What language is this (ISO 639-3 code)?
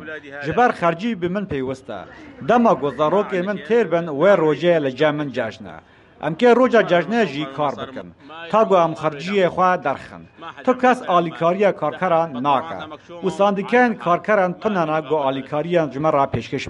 kur